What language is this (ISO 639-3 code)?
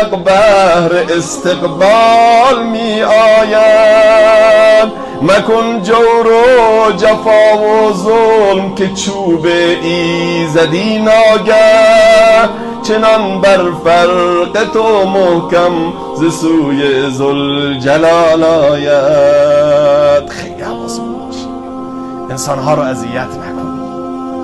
fas